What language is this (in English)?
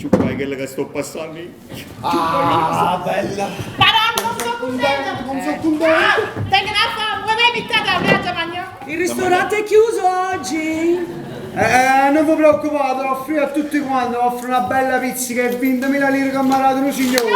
Neapolitan